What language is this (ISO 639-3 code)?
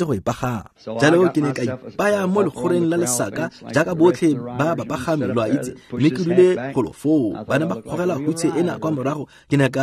tsn